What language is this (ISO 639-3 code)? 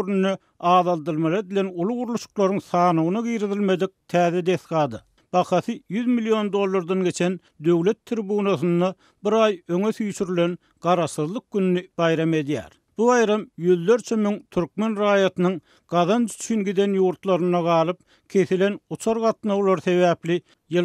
tuk